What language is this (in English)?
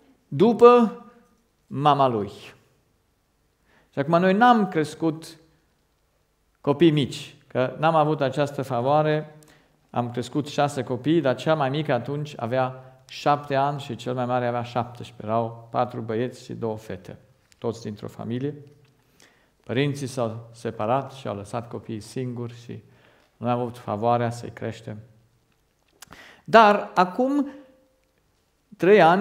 Romanian